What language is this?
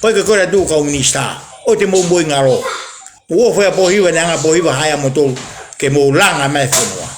Tongan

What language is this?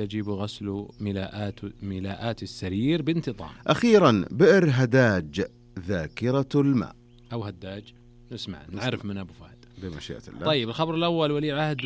Najdi Arabic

